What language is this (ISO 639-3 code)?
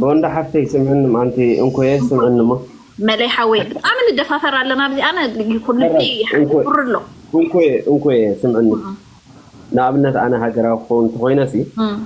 tir